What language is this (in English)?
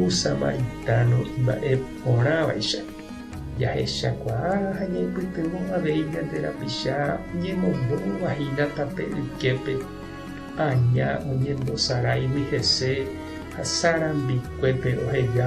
Guarani